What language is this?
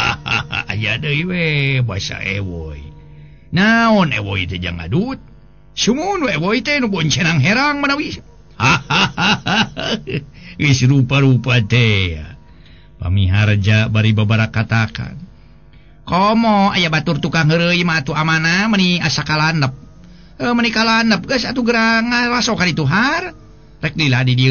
Sundanese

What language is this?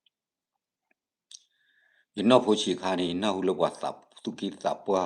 S'gaw Karen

